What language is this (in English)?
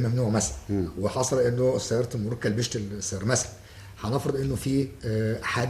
Egyptian Arabic